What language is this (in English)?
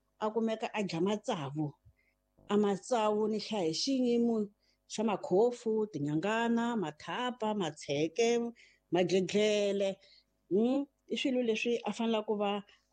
Tsonga